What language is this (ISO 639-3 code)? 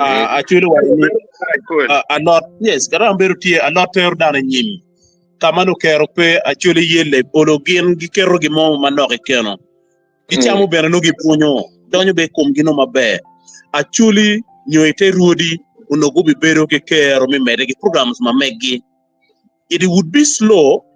ach